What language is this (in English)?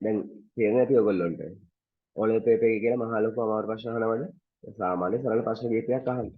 Sinhala